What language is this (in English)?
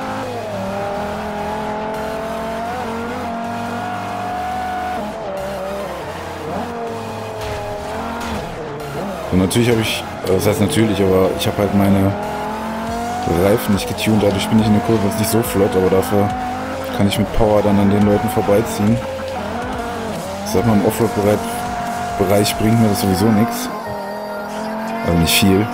German